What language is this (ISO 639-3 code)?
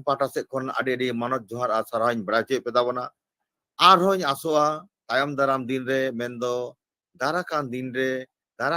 sat